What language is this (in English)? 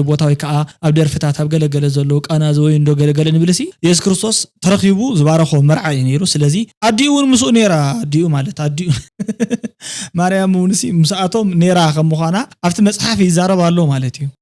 Tigrinya